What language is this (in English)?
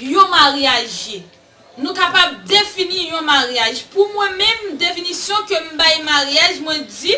Haitian Creole